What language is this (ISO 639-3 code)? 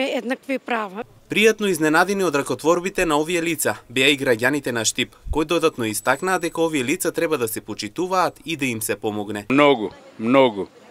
mkd